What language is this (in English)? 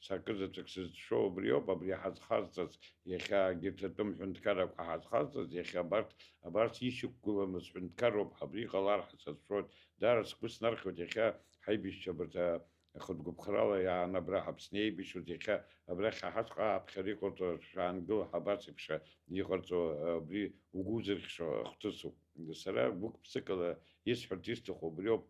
Abkhazian